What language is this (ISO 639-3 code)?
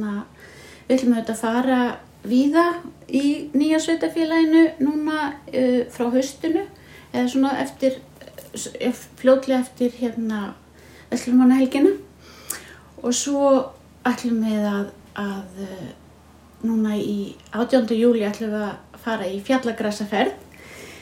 isl